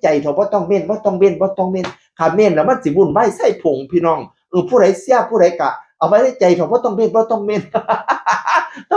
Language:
Northeastern Thai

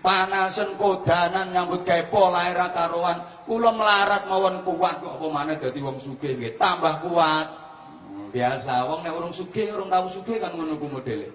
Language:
Javanese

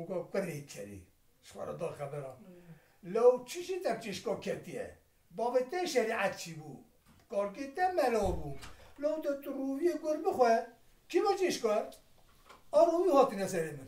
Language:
Kurdish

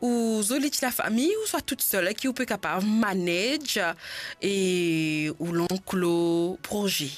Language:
Morisyen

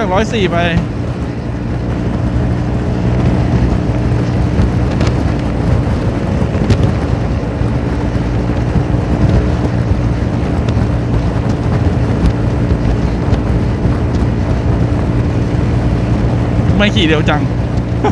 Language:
Thai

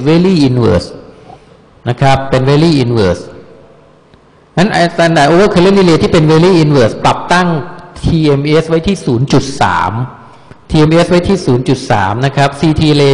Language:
Thai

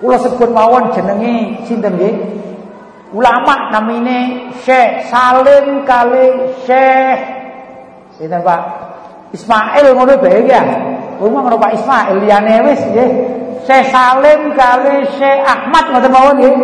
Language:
Javanese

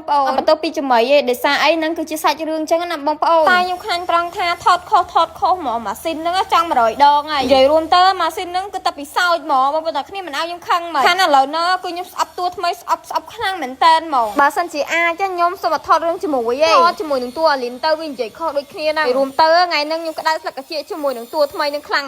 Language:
Khmer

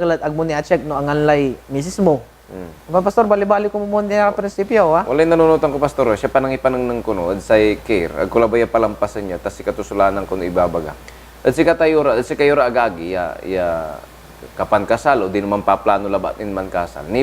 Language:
Pangasinan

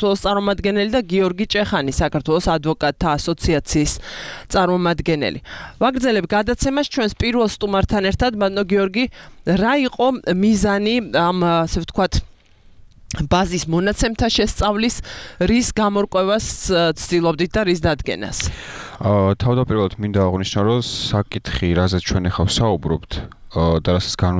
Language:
Georgian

